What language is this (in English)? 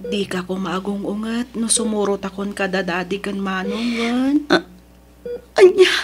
Iloko